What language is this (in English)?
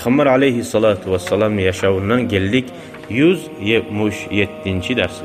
Kumyk